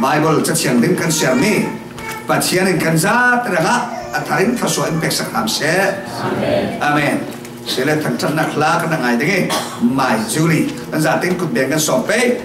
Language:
Falam Chin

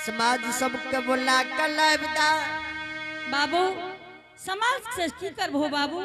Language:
Angika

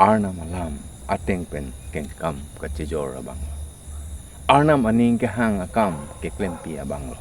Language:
Karbi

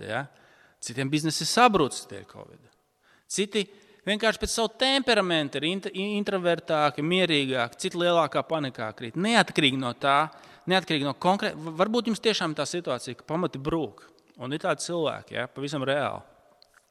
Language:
Latvian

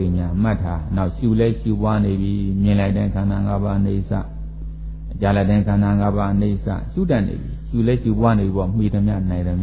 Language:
Burmese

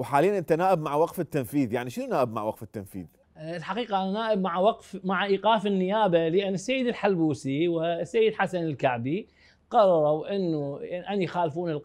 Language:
Mesopotamian Arabic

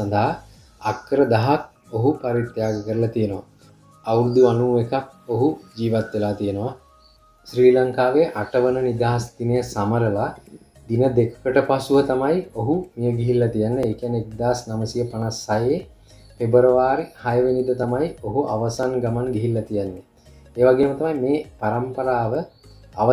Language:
Sinhala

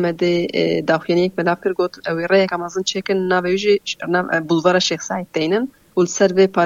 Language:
Kurdish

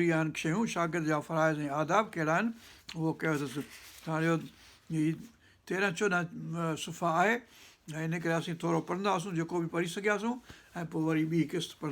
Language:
Sindhi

